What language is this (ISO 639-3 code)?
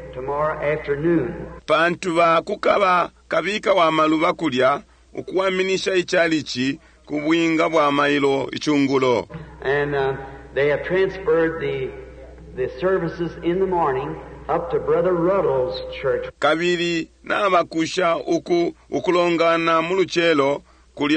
bem